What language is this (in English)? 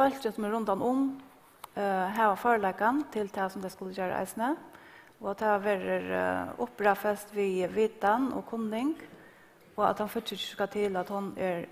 Faroese